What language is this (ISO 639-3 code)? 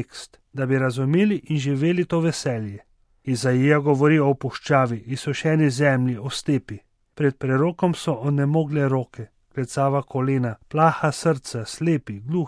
slv